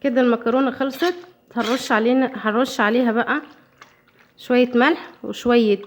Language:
Egyptian Arabic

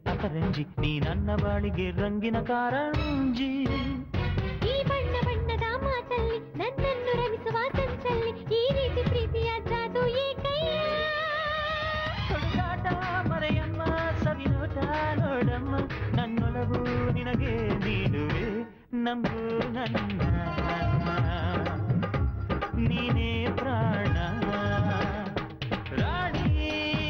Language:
Kannada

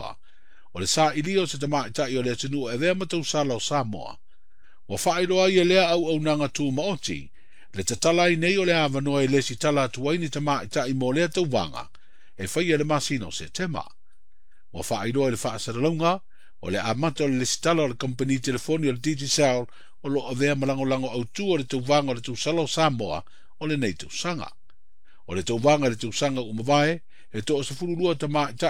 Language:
Samoan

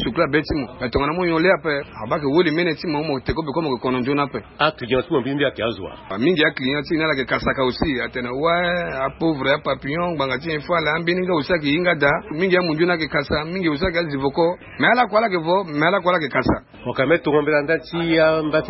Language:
Sango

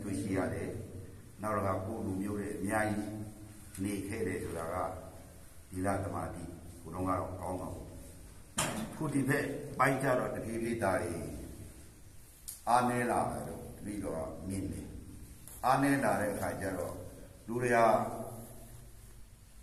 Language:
Burmese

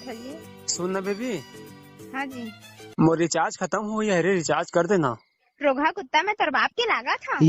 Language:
Chhattisgarhi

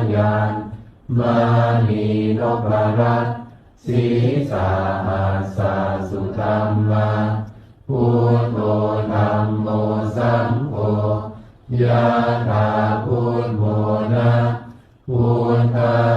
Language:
Pali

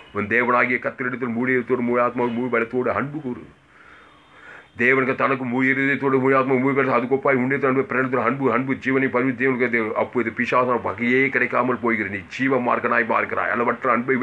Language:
Tamil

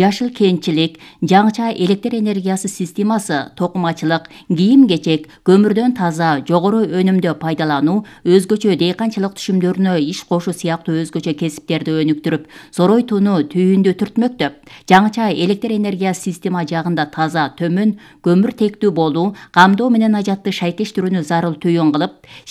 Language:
Kyrgyz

